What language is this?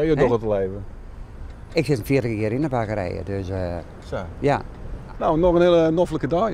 Western Frisian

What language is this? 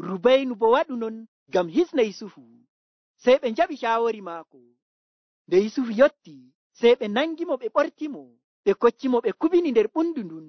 Nigerian Fulfulde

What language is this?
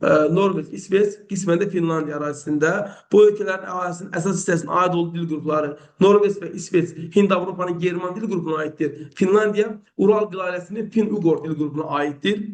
Azerbaijani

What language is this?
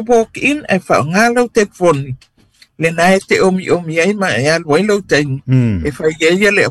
Samoan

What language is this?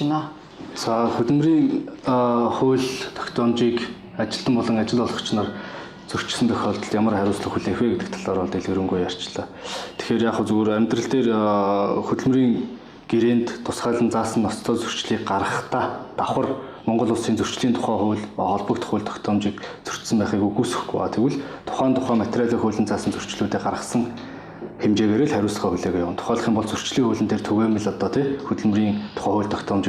Mongolian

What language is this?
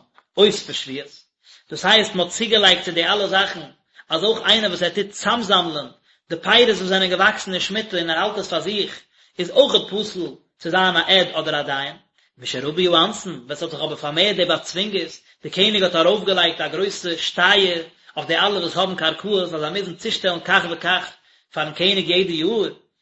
Yiddish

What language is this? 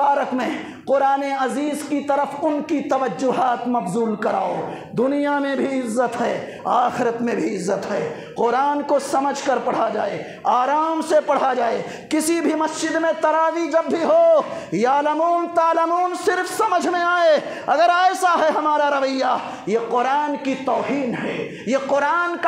Urdu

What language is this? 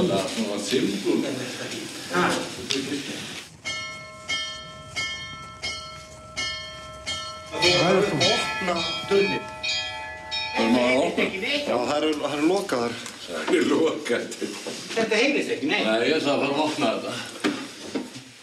Icelandic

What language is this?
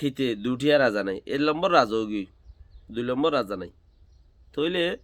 Rohingya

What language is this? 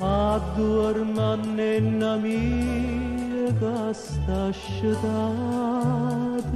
Neapolitan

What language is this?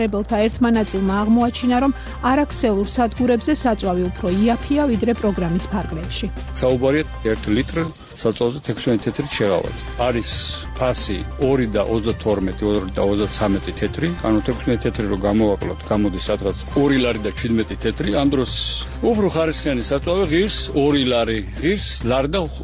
Georgian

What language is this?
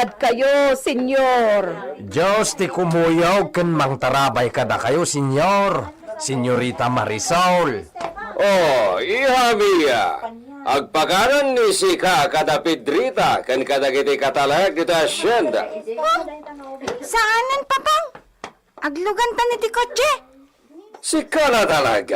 Iloko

